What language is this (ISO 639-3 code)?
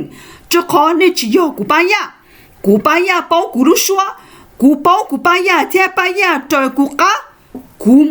hmn